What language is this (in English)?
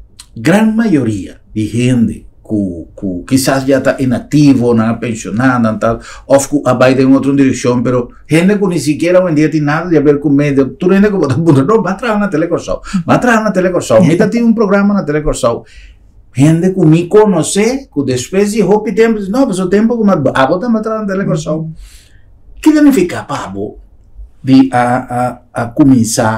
Papiamento